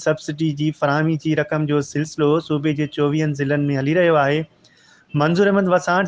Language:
Sindhi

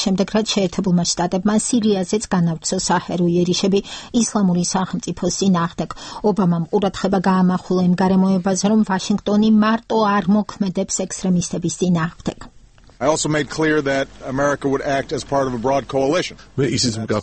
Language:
Georgian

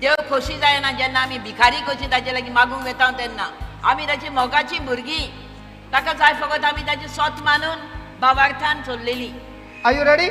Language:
Konkani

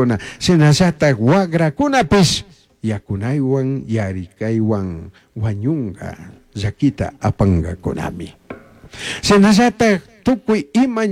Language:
Chimborazo Highland Quichua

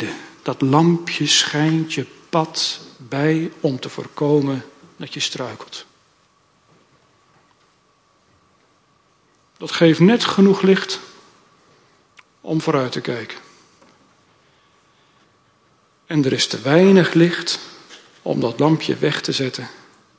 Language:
Dutch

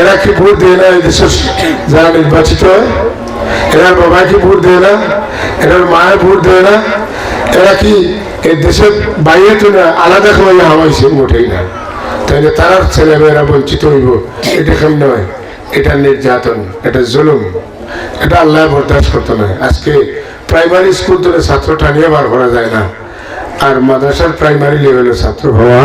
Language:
Sylheti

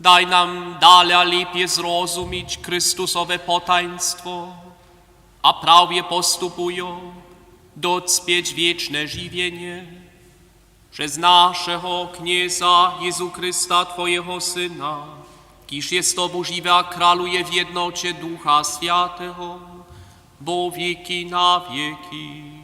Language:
Upper Sorbian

